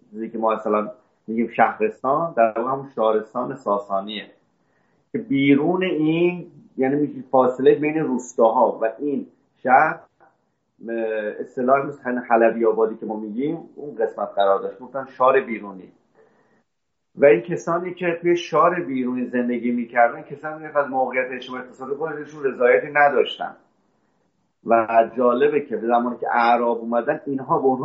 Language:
Persian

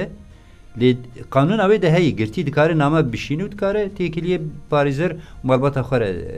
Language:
Kurdish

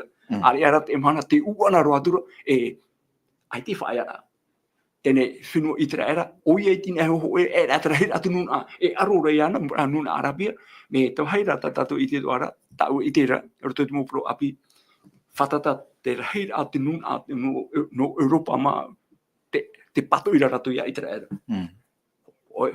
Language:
Tahitian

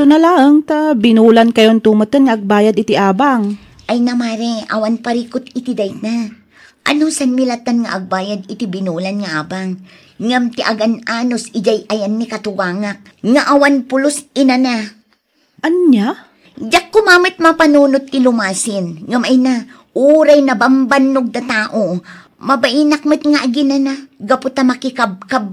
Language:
Iloko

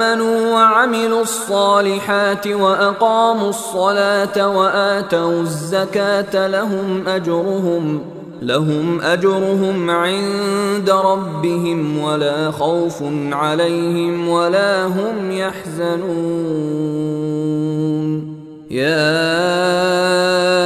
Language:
Arabic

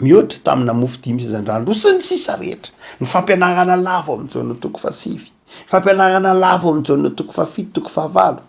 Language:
Malagasy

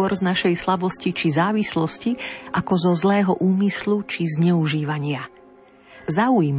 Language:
Slovak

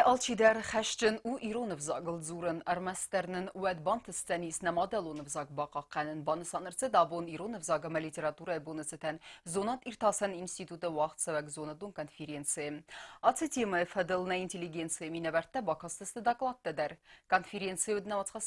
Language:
Ossetic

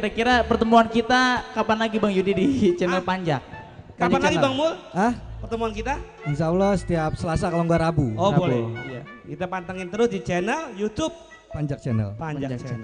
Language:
Betawi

